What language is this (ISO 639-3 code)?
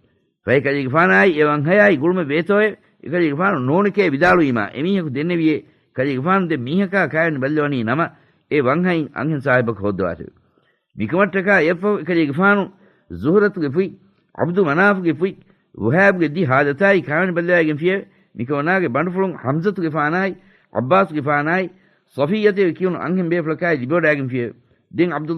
div